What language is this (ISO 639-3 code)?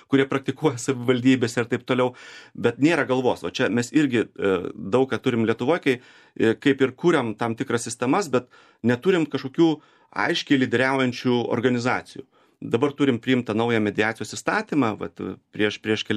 lit